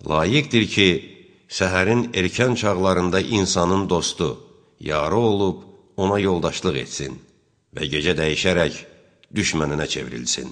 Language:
Azerbaijani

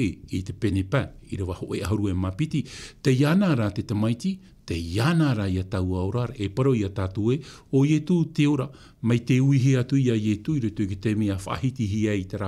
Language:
Tahitian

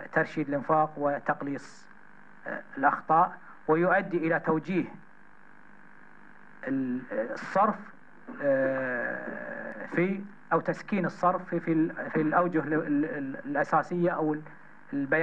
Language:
Gulf Arabic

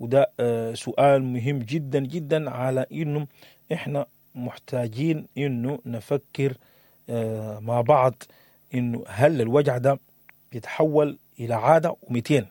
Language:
Sudanese Arabic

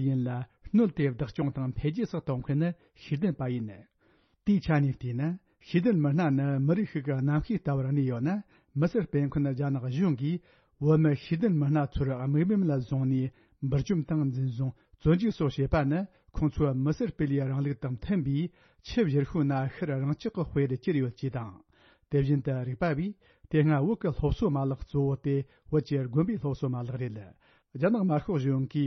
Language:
Tibetan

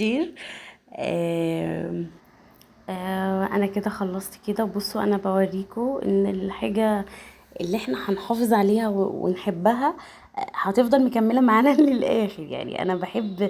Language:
Egyptian Arabic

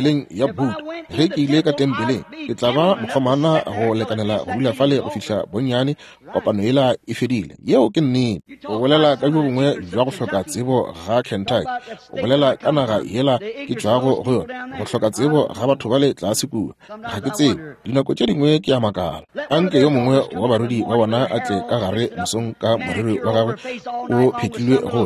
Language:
Northern Sotho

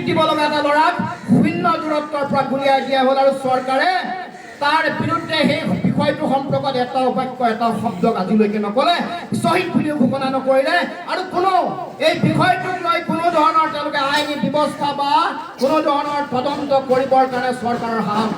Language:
Assamese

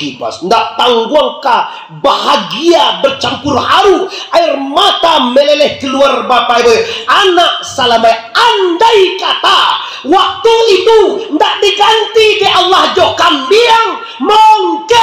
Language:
Minangkabau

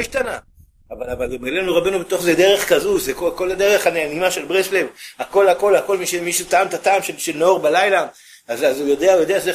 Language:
Hebrew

